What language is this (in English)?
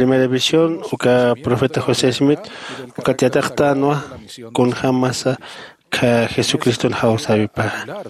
Aymara